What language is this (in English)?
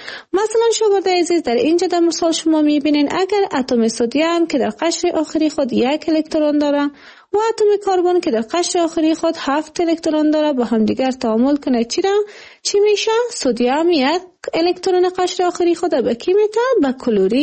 Persian